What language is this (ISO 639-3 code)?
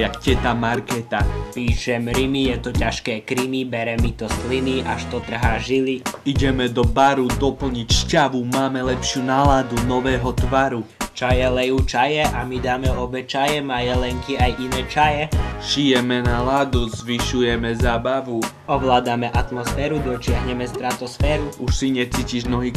slk